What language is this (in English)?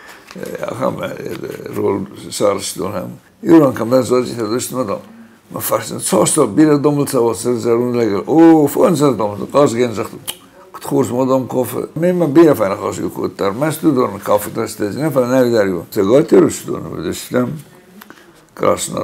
Ossetic